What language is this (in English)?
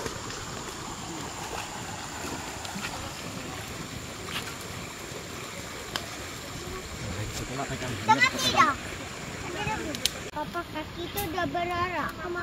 Malay